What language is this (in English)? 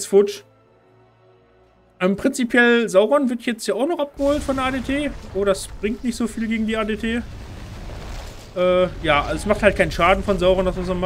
German